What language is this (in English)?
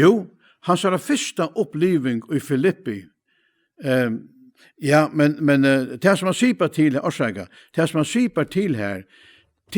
Faroese